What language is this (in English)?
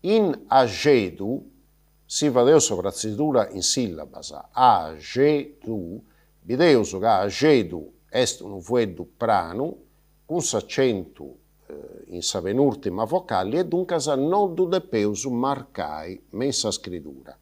Sardinian